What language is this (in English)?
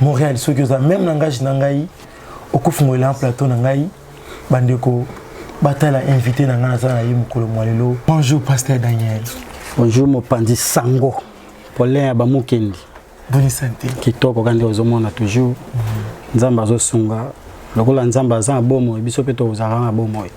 Lingala